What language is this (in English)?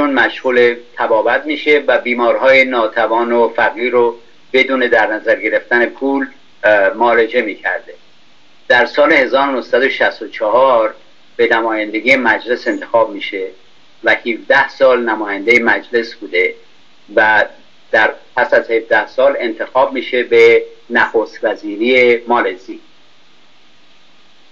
Persian